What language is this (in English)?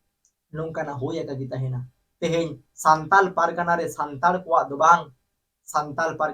Santali